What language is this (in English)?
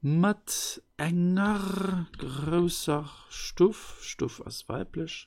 Luxembourgish